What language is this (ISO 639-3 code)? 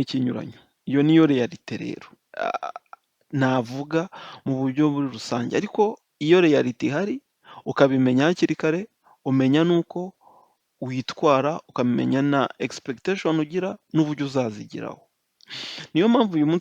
kin